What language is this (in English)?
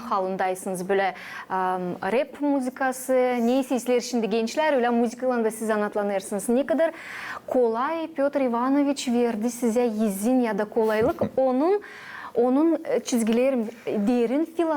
Gagauz